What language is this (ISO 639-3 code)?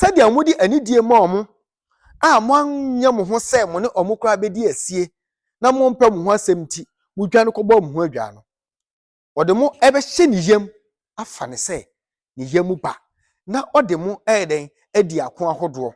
aka